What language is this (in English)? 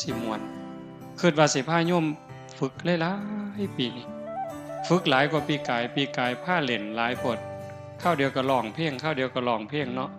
Northeastern Thai